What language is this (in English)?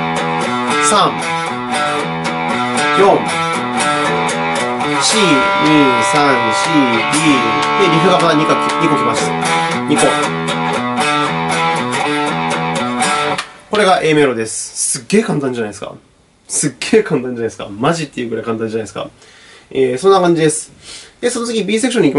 Japanese